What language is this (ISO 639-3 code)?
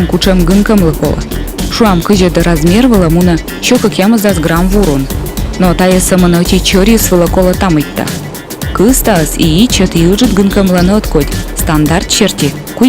kom